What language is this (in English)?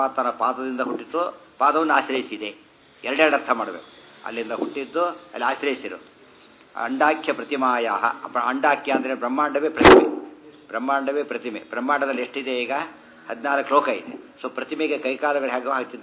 Kannada